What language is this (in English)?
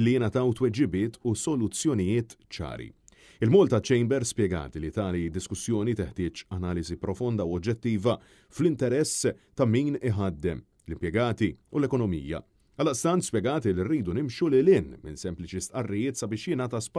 Maltese